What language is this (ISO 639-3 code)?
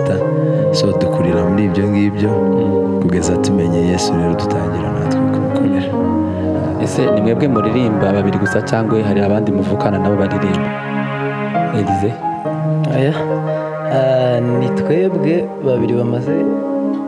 kin